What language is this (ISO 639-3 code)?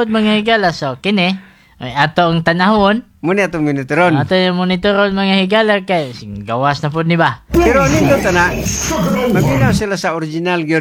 ceb